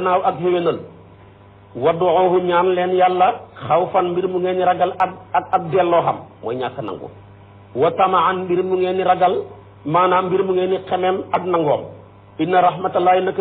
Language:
Wolof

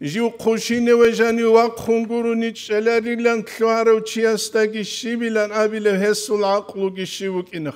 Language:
Avaric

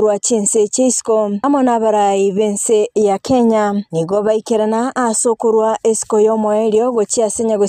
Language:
Gusii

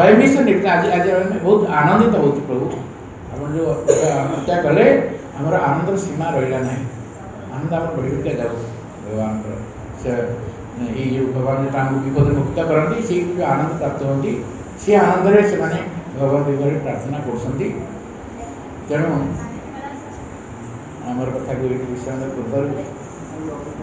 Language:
Odia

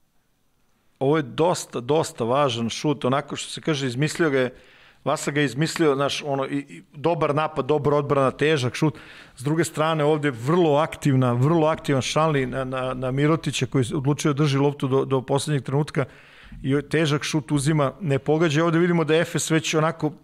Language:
Serbian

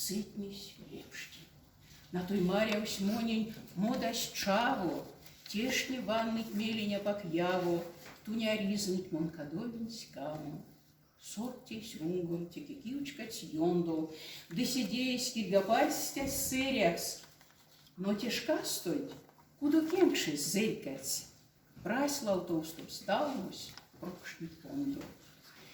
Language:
Erzya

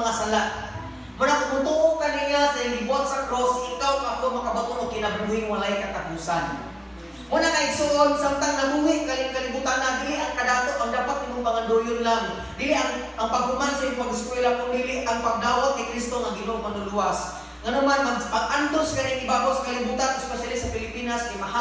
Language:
Cebuano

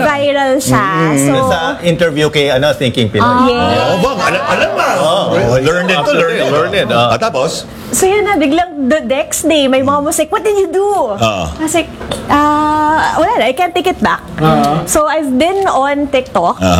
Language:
Filipino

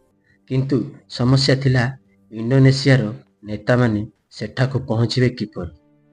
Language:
Odia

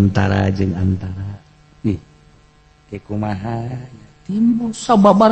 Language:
Sundanese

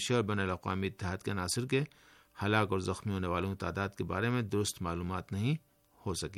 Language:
Urdu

